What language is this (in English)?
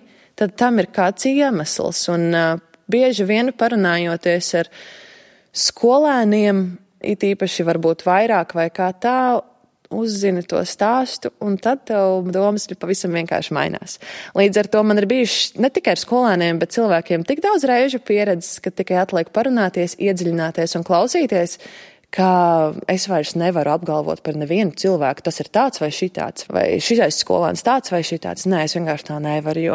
Latvian